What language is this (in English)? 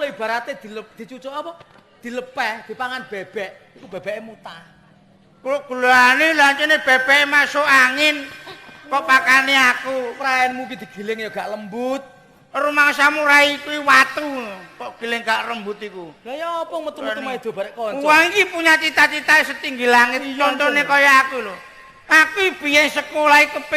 Javanese